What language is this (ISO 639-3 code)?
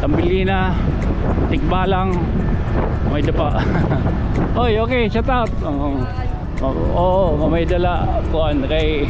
war